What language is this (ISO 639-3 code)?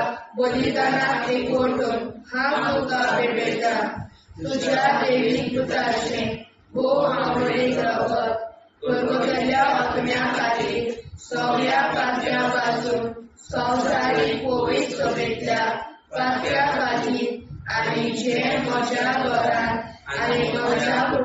kok